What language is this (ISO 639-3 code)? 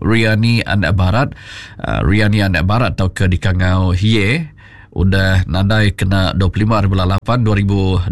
iba